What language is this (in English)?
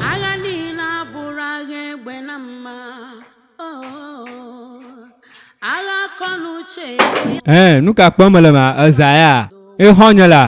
Ewe